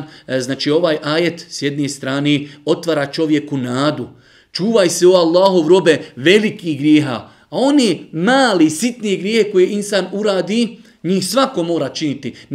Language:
Bosnian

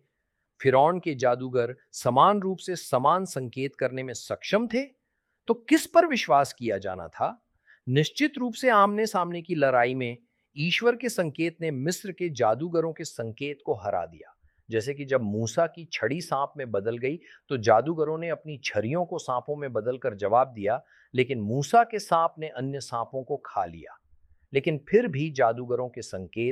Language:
Hindi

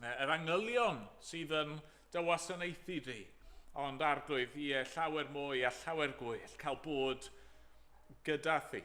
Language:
Welsh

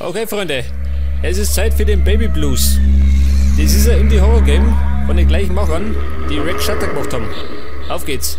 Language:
Bavarian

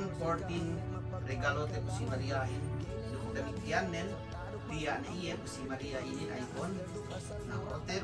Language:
Yakan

